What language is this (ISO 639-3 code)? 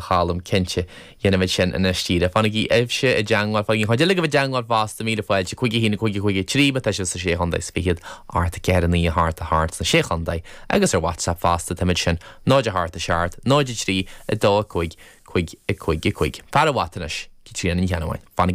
gle